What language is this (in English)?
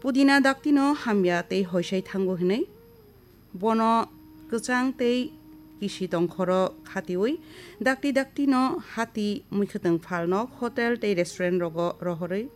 Kok Borok